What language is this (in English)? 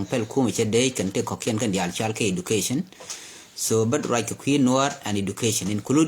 Nuer